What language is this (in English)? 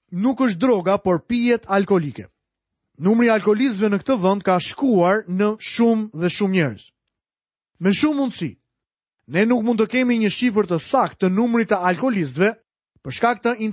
Albanian